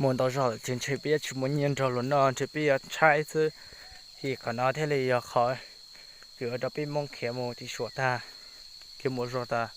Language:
Hmong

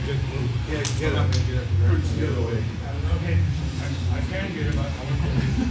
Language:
English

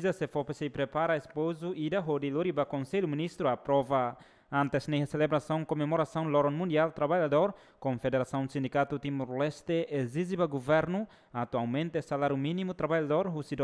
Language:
Tetum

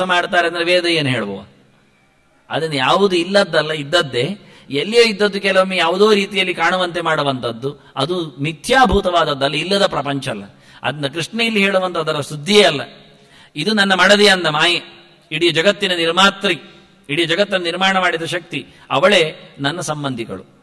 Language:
Kannada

